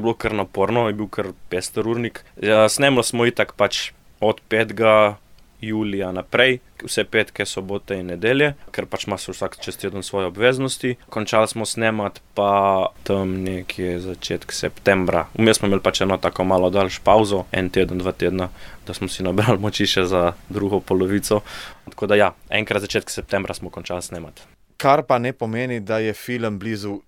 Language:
Slovenian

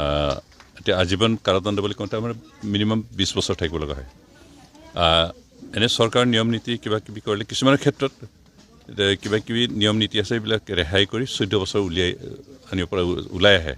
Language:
Assamese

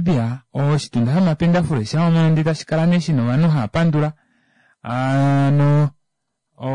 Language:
Kuanyama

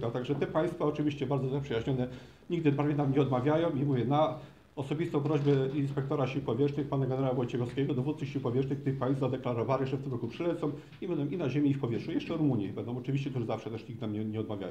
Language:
Polish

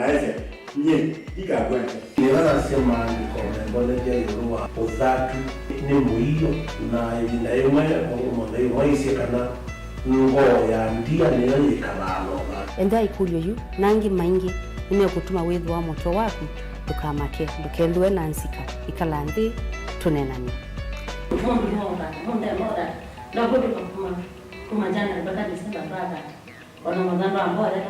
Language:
Kamba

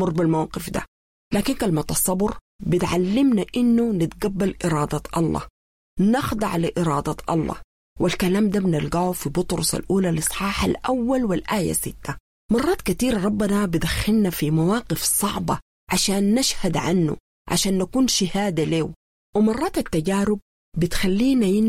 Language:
Sudanese Arabic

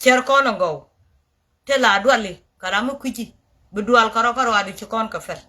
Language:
Nuer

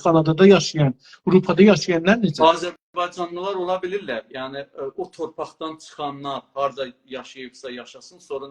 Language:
South Azerbaijani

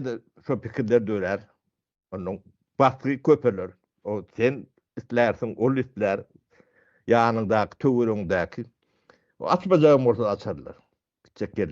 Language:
Turkmen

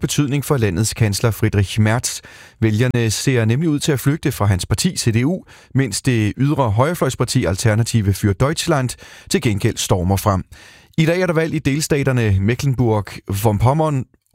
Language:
Danish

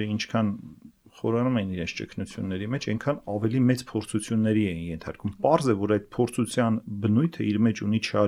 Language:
Armenian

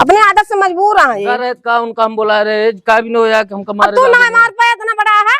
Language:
Awadhi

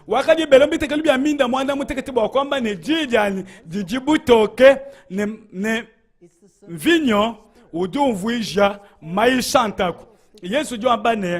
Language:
Luba-Lulua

